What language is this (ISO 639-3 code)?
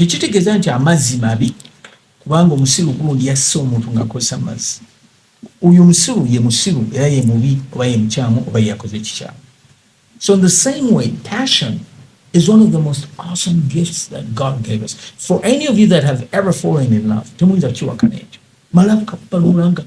lug